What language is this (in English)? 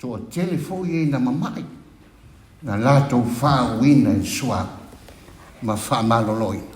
Samoan